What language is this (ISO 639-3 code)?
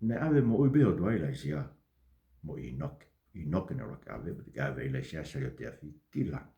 ton